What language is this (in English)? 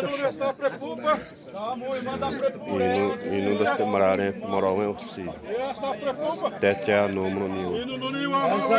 Xavánte